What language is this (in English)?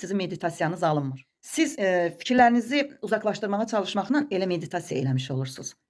Azerbaijani